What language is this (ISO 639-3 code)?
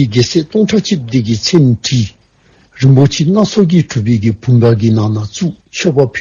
dzo